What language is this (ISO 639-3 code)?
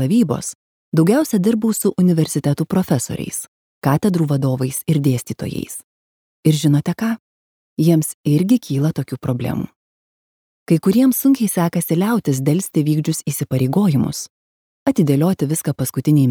lit